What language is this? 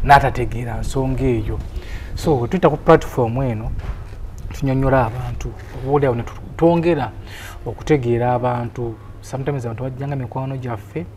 Ganda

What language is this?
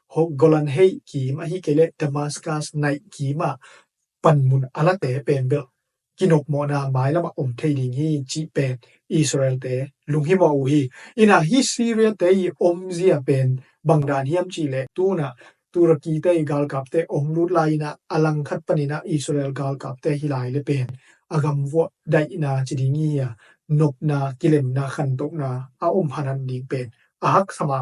Tedim Chin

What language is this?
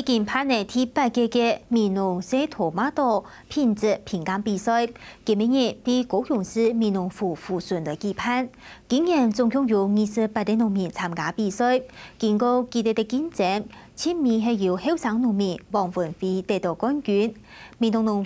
Hakka Chinese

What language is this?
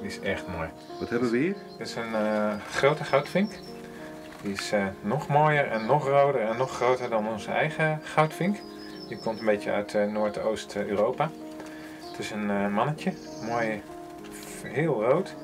Western Frisian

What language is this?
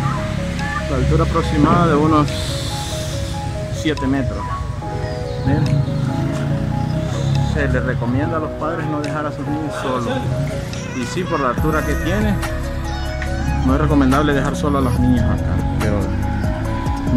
Spanish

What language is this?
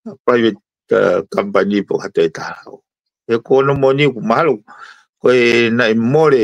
Tongan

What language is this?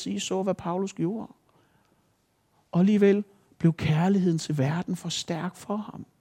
Danish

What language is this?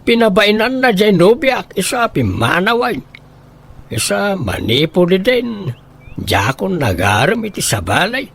Iloko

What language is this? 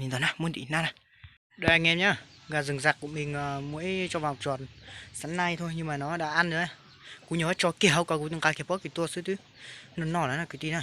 Hmong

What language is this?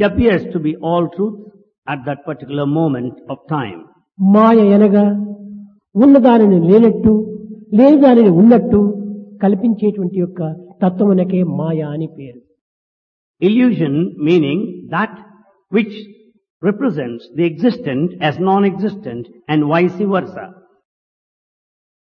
Telugu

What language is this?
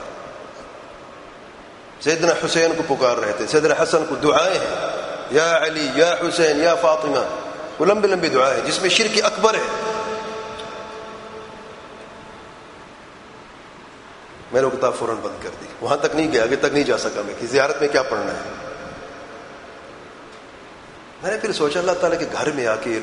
Urdu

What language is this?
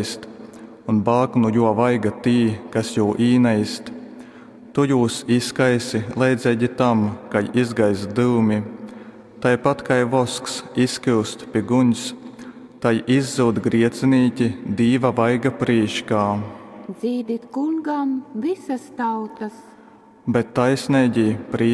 Latgalian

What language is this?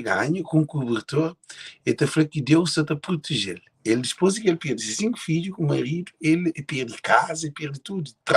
Kabuverdianu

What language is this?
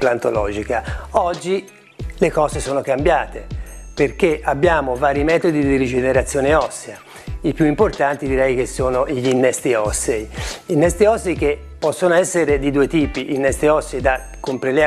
Italian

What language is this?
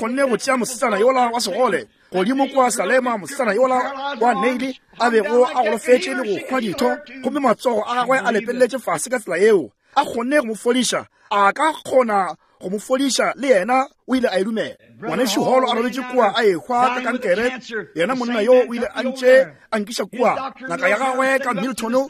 Northern Sotho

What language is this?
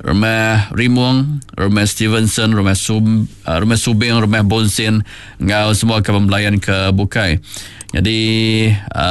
Iban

